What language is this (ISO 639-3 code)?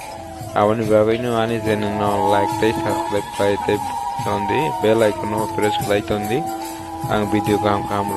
trp